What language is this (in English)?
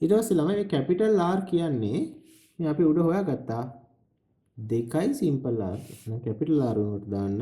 Sinhala